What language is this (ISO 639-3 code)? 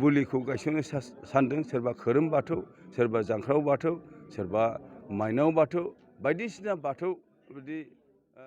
brx